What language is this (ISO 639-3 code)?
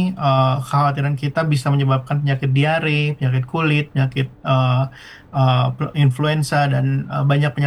ind